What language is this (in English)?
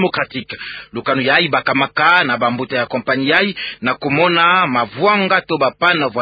Kituba (Democratic Republic of Congo)